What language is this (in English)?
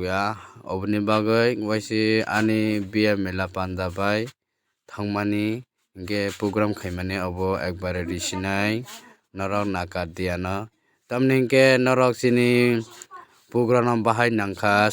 Kok Borok